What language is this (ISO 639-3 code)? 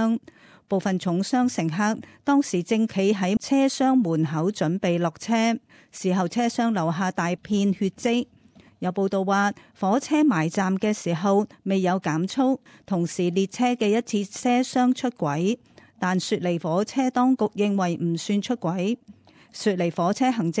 yue